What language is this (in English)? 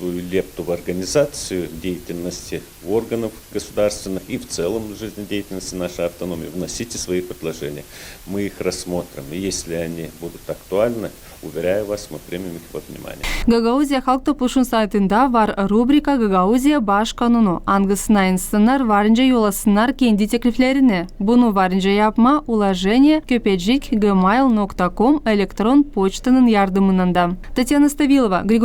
Gagauz